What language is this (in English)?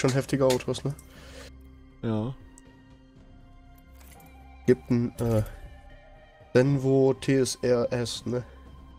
German